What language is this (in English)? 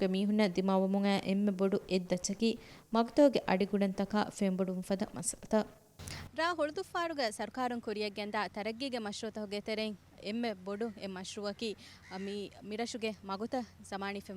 Divehi